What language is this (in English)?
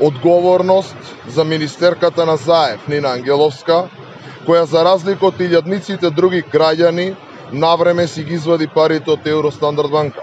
Macedonian